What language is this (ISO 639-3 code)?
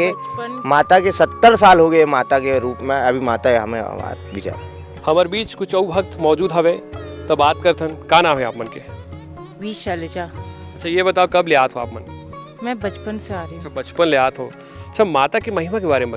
hne